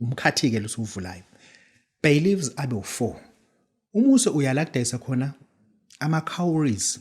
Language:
Zulu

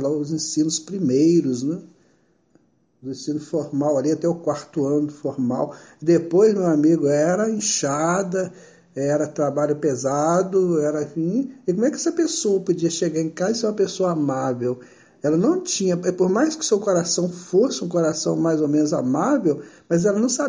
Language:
Portuguese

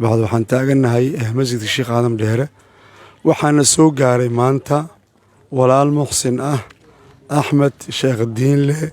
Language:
Somali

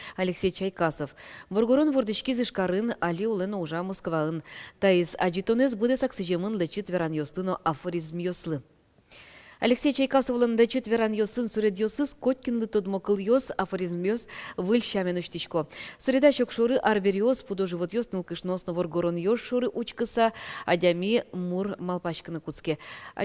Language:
Udmurt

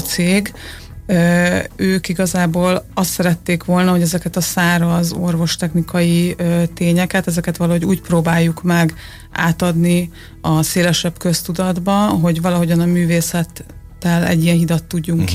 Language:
Hungarian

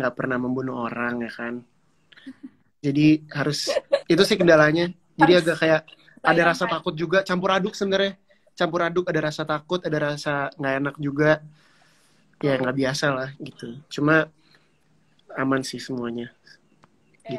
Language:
Indonesian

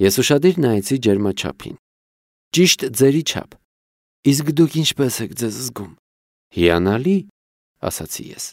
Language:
Armenian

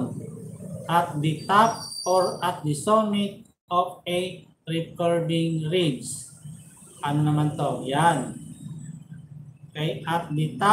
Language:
Filipino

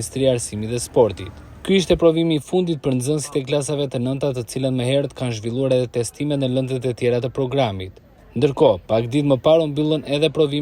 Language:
Albanian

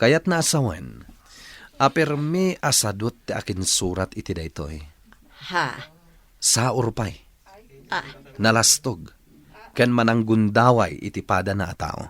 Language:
Iloko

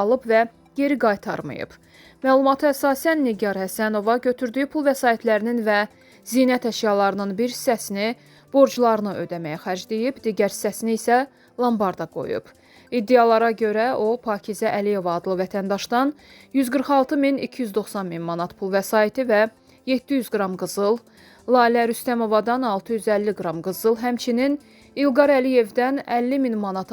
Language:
Azerbaijani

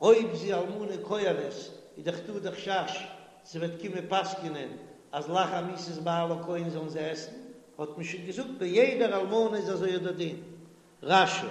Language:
Yiddish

